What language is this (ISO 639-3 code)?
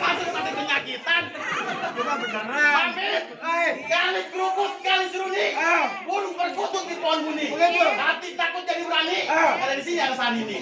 bew